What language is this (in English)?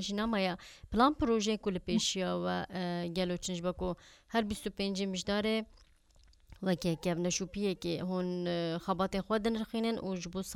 Kurdish